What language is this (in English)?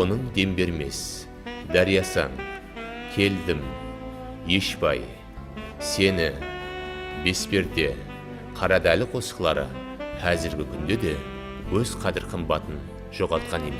Kara-Kalpak